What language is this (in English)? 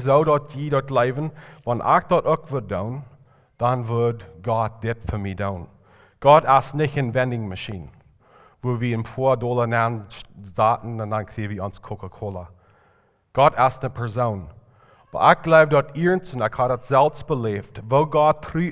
Plautdietsch